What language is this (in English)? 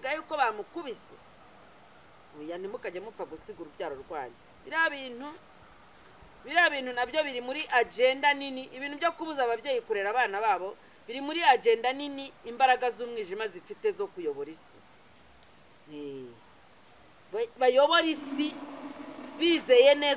Kinyarwanda